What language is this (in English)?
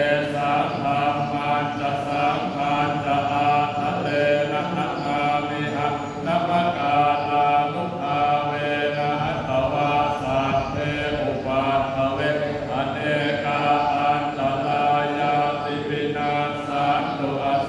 Pali